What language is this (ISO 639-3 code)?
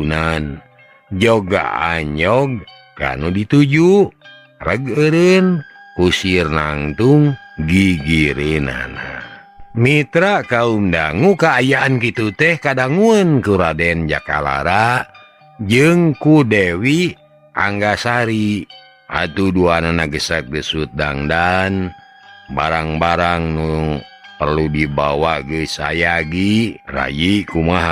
sun